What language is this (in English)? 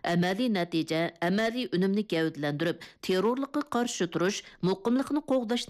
Uyghur